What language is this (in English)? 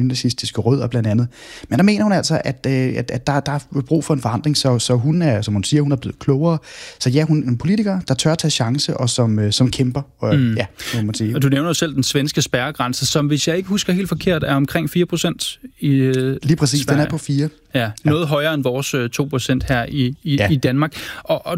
Danish